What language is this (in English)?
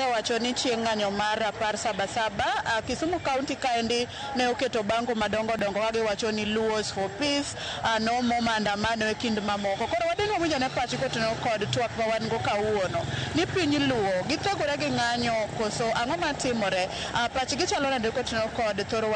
Luo (Kenya and Tanzania)